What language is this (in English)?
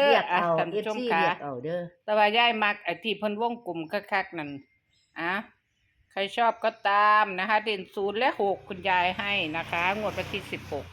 Northeastern Thai